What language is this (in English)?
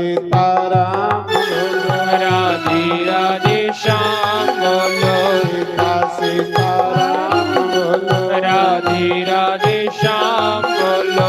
Dogri